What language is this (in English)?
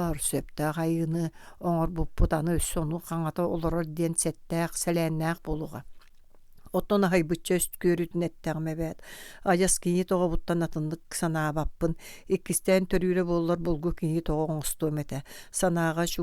Yakut